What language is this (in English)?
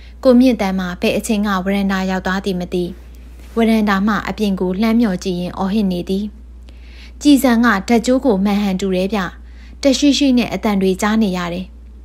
Burmese